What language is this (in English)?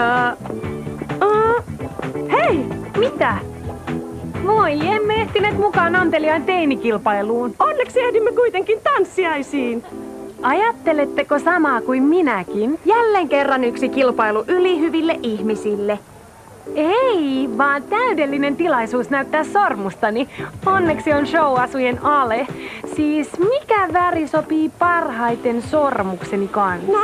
Finnish